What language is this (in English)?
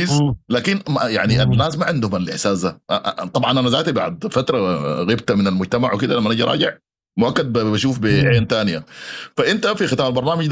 Sudanese Arabic